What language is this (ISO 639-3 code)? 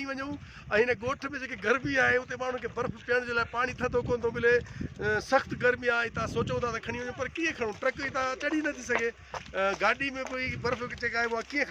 snd